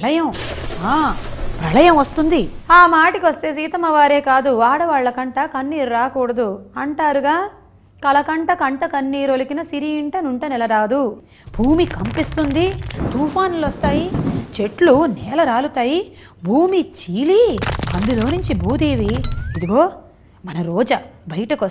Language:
Telugu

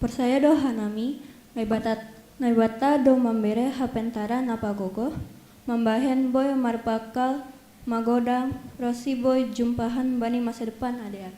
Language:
Batak Simalungun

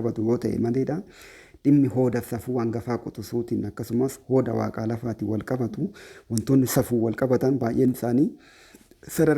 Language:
Oromo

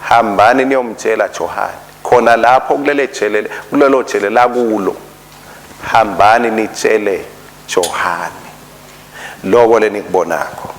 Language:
Swati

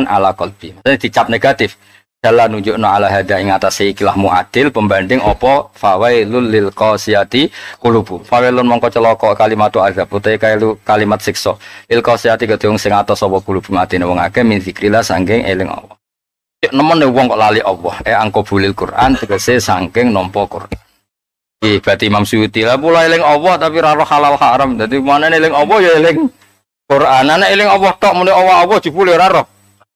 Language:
Javanese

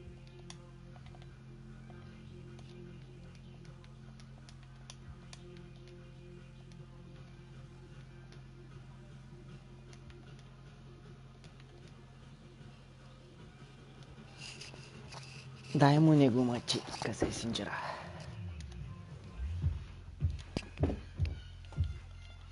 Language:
Bulgarian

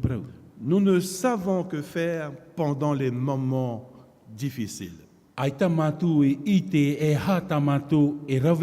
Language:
Tahitian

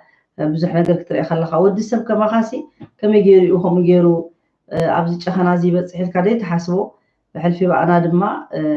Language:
Tigrinya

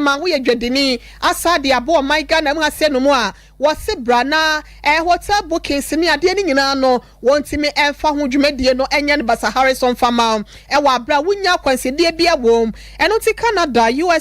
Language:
Akan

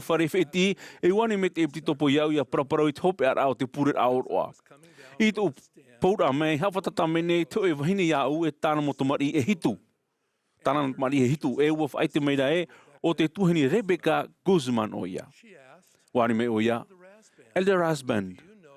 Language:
Tahitian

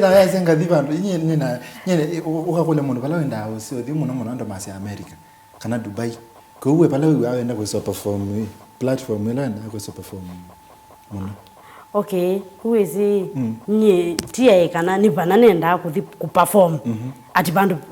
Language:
Kamba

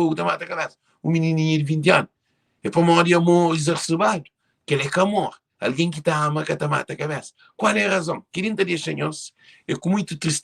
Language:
Kabuverdianu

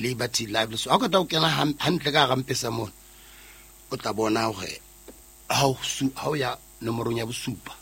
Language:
Southern Sotho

